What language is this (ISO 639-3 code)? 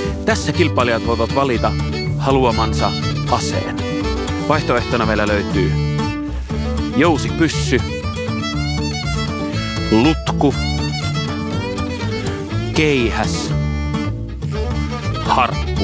fin